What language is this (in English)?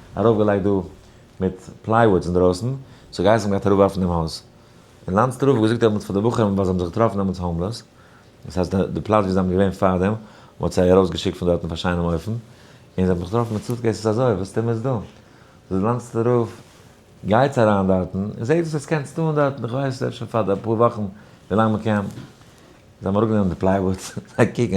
Yiddish